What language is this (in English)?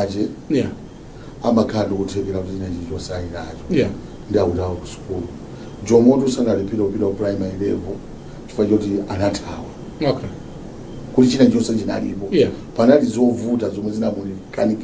Nyanja